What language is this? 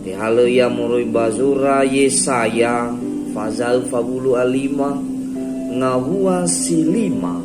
Nias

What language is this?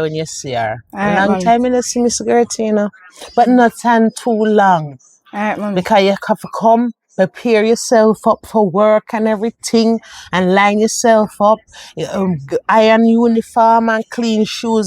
Jamaican Creole English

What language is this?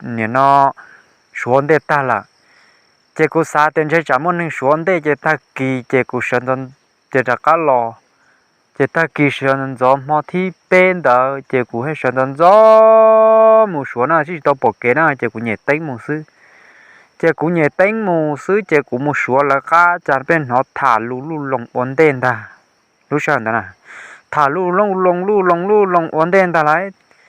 Hmong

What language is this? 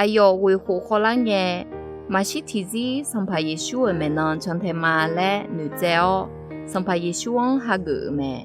Akha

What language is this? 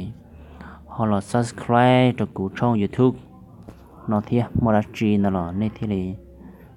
Hmong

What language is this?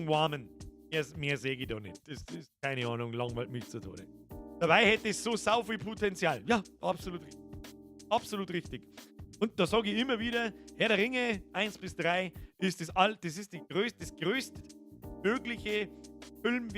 Bavarian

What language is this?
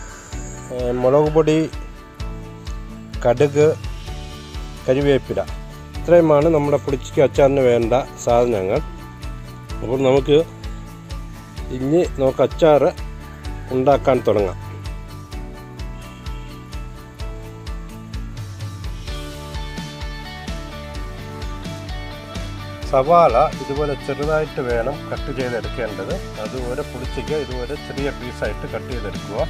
Malayalam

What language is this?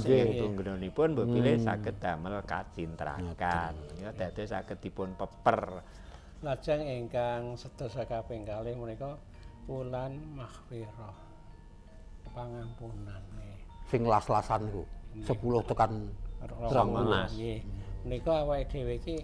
Javanese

